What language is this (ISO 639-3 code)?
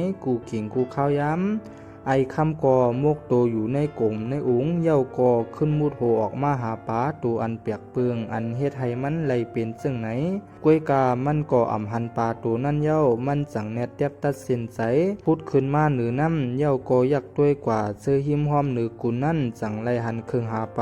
shn